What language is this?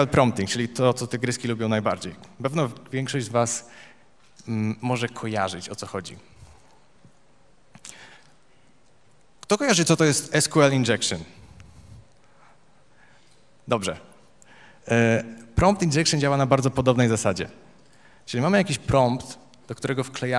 Polish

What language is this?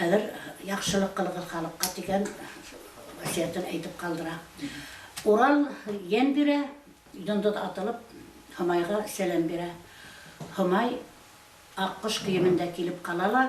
Bashkir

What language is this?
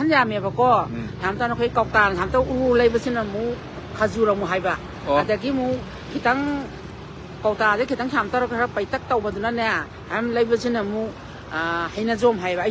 Manipuri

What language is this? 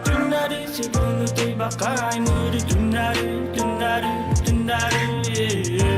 Yakut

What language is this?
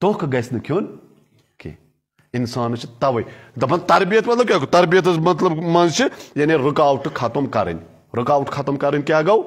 Kashmiri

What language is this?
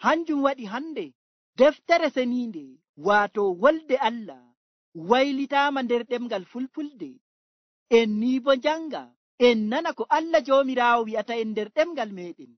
Nigerian Fulfulde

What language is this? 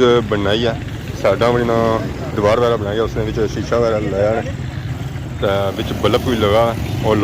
Pahari-Potwari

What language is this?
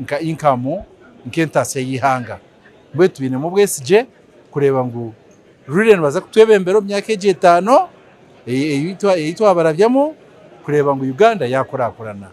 Nyankole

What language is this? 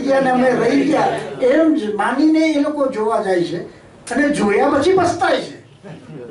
Gujarati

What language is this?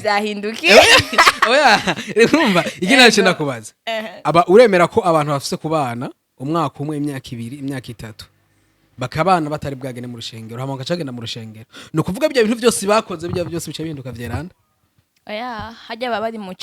Rundi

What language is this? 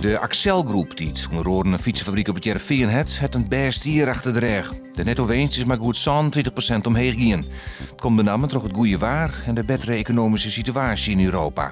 Western Frisian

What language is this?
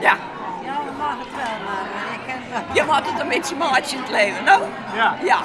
Western Frisian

